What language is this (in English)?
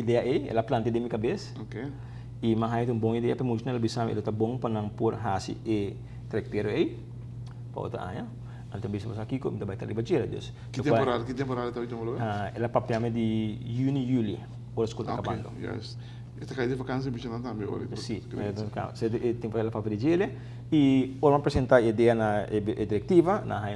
Papiamento